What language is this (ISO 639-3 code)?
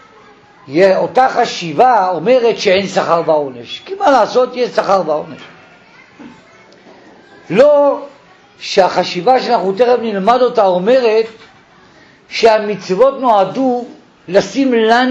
heb